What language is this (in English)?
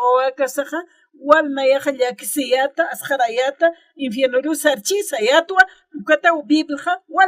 Aymara